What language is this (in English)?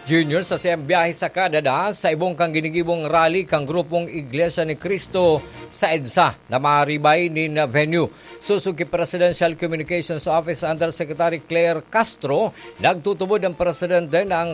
Bikol